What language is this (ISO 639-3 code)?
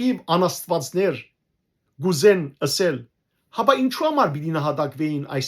hyw